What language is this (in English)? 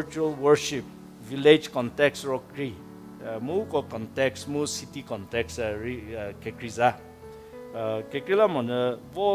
Angami Naga